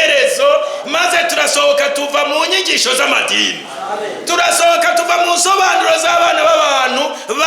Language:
Rundi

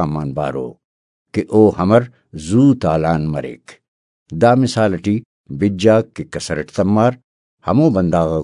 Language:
Brahui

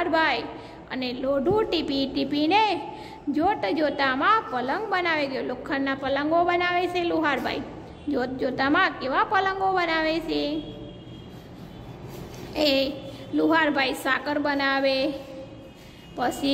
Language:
Gujarati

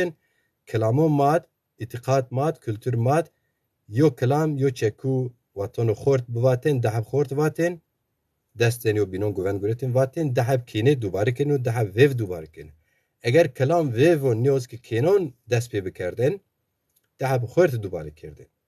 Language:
Zaza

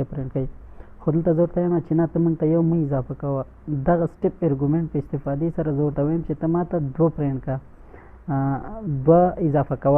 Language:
Pashto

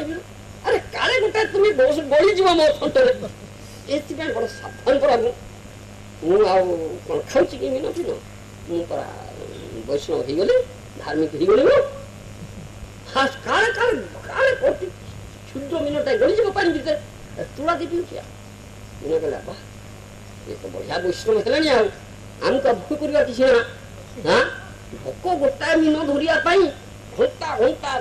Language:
Odia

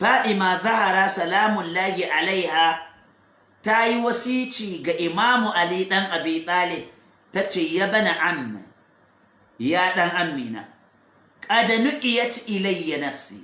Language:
Hausa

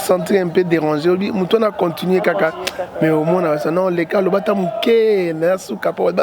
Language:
Lingala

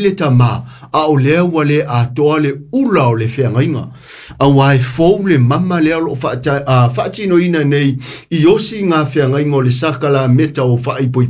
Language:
Samoan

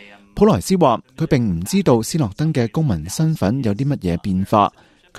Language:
Cantonese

